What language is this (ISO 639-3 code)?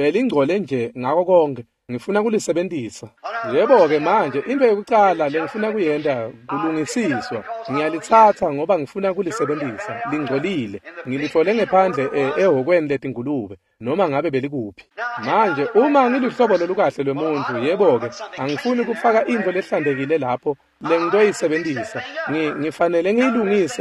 ssw